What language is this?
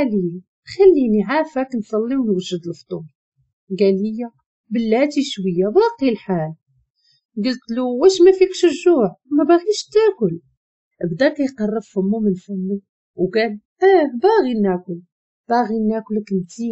Moroccan Arabic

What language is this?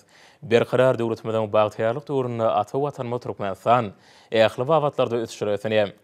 Turkmen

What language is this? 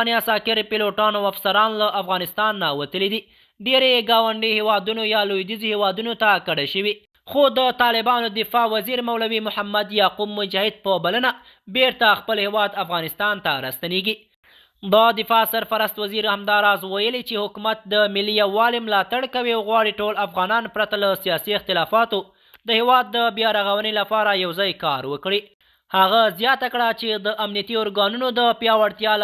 Pashto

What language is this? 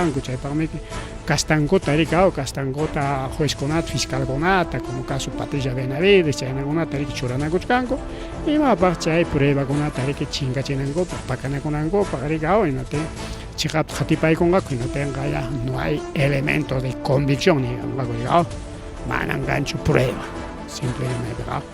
Ayacucho Quechua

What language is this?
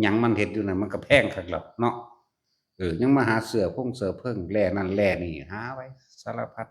Lao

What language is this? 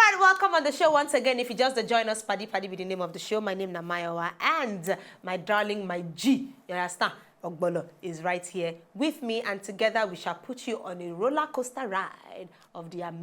Nigerian Pidgin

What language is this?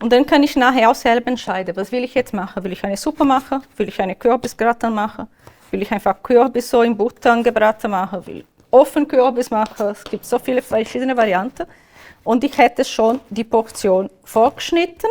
Swiss German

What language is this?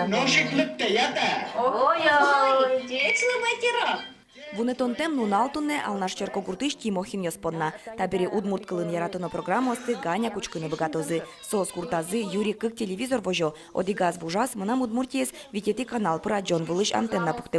Udmurt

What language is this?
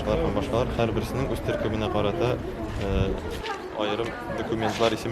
Tatar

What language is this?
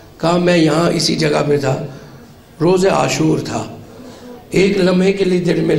Urdu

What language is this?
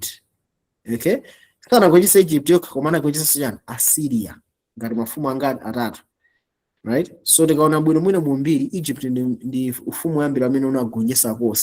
Nyanja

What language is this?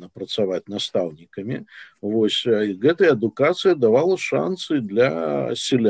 Belarusian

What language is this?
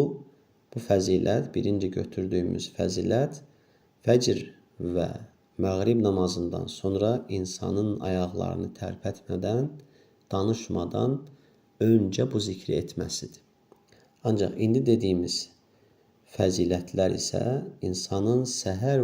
Azerbaijani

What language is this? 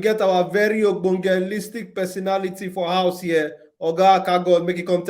Nigerian Pidgin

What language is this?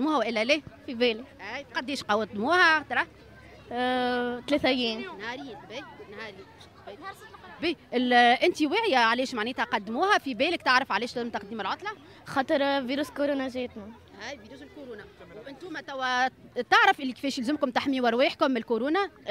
Tunisian Arabic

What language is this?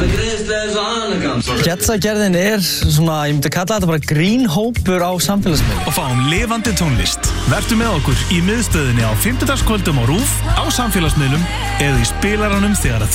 Icelandic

